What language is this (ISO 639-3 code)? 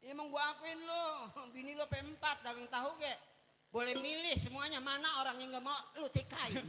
bew